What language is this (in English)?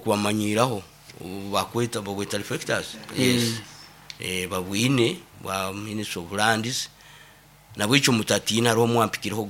Nyoro